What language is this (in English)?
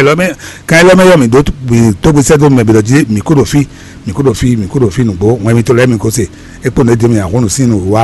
Fon